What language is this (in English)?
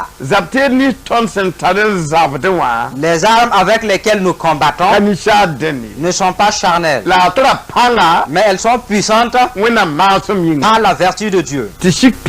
Mossi